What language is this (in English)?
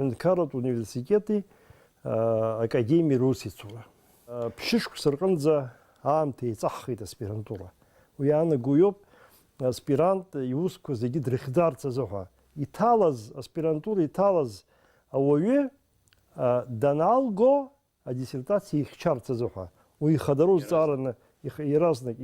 Abkhazian